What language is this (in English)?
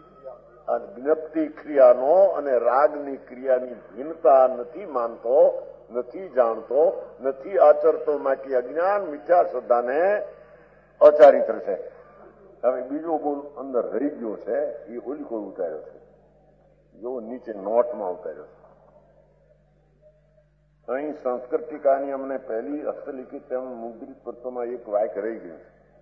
Gujarati